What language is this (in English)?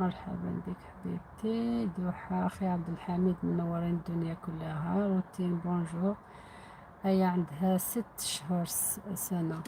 Algerian Arabic